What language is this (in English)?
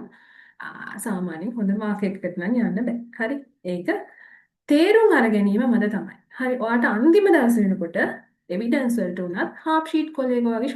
Sinhala